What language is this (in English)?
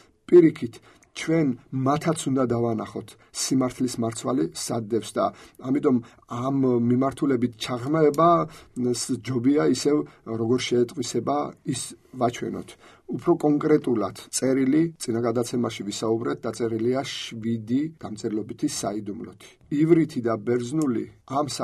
Georgian